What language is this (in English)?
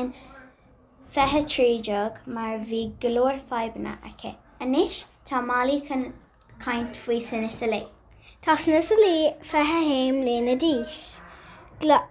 Irish